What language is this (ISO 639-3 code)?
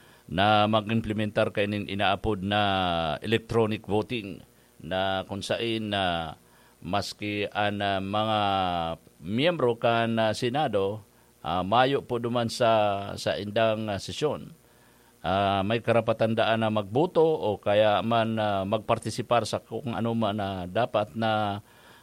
bik